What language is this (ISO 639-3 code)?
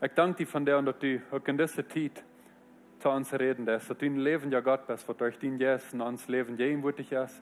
pdt